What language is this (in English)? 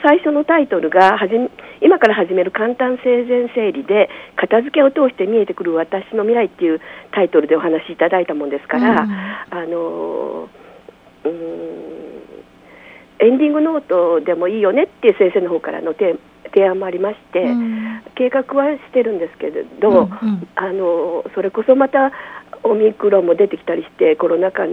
Japanese